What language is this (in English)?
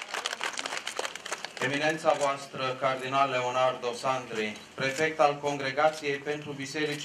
Romanian